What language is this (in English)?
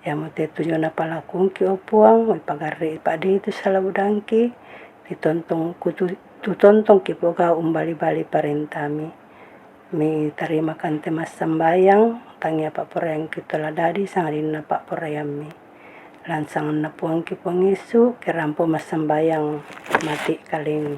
Toraja-Sa'dan